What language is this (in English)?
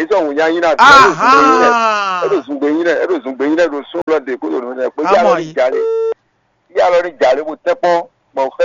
Fon